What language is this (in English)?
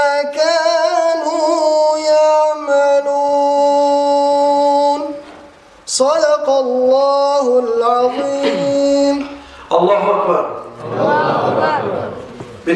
Kumyk